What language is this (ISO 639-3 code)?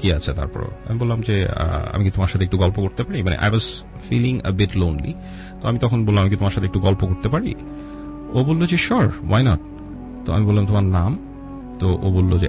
ben